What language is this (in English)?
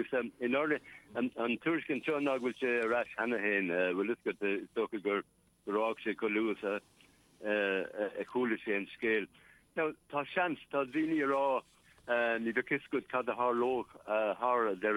Irish